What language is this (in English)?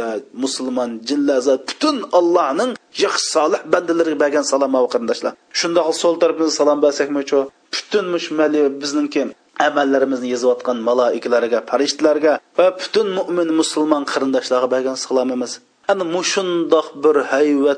Uyghur